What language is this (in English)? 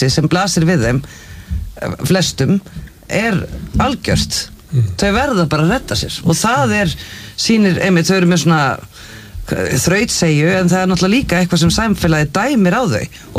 Icelandic